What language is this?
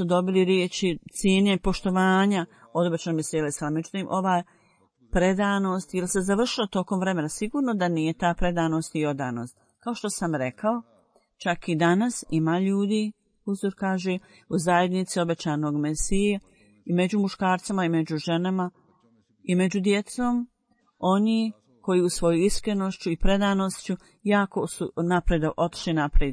Bosnian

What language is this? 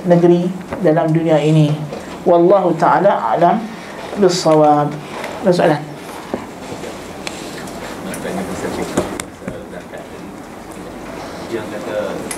Malay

